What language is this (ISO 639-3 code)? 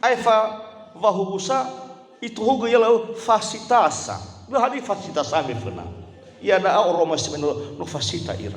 nia